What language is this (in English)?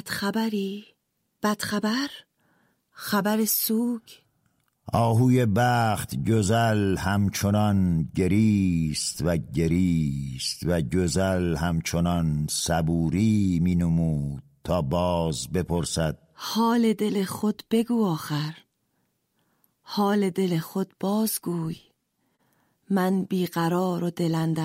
Persian